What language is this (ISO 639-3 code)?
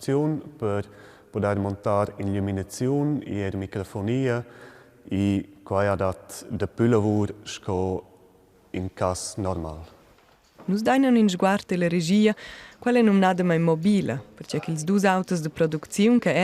roh